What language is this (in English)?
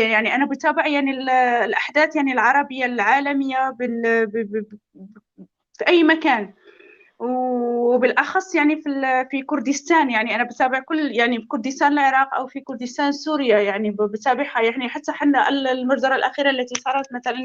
North Levantine Arabic